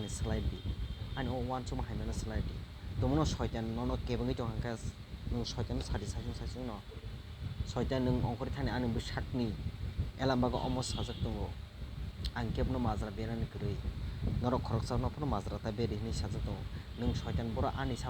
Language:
Kok Borok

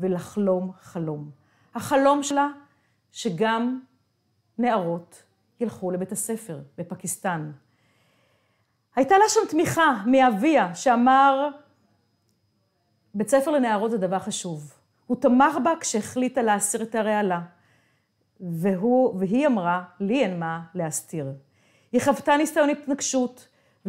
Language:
Hebrew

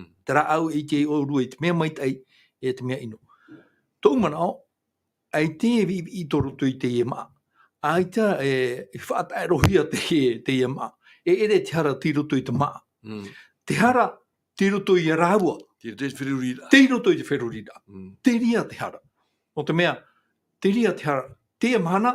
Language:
Tahitian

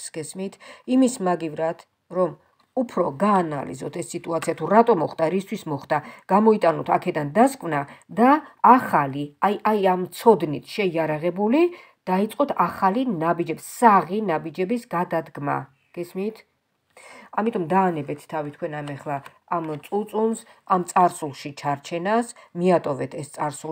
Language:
Georgian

